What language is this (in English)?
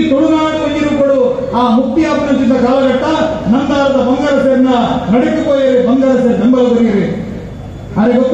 Tulu